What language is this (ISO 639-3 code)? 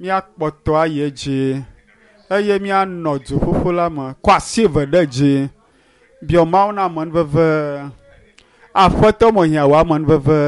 ewe